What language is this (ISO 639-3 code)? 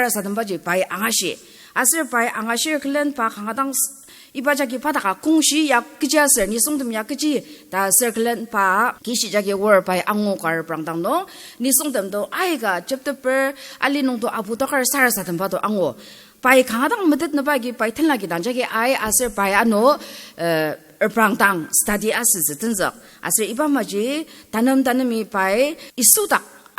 njo